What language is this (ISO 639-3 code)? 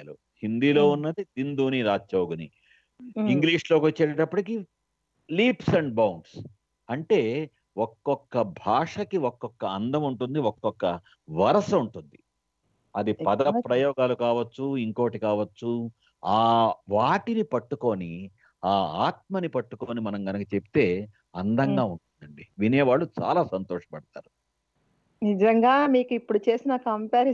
tel